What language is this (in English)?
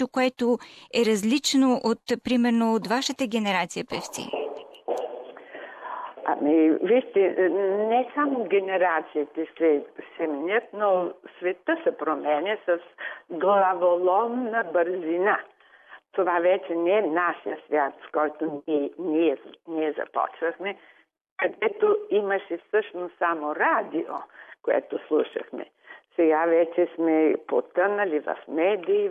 Bulgarian